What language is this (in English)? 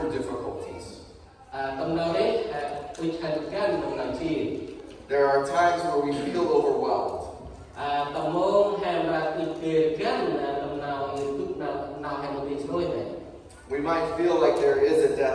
Central Mnong